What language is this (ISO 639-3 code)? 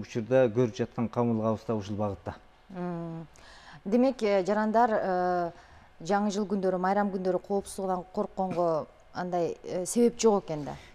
kir